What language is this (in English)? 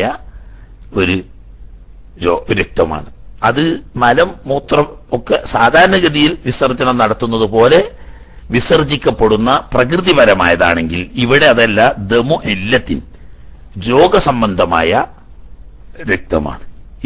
Malayalam